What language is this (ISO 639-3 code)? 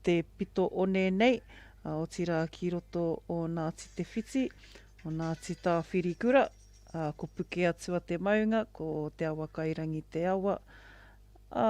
mri